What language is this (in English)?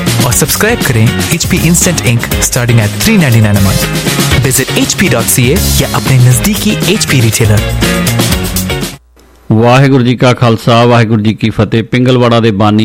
Hindi